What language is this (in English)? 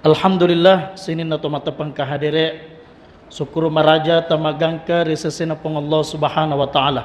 Buginese